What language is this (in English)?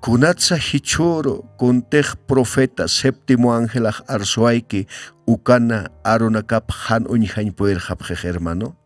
Aymara